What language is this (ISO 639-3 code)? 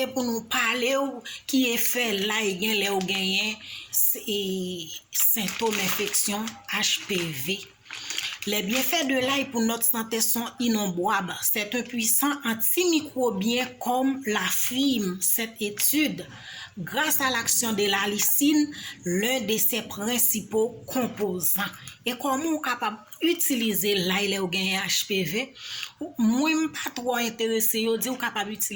hat